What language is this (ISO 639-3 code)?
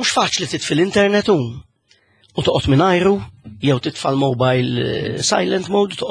mlt